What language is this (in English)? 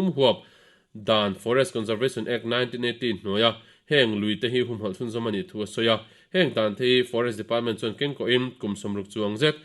Mizo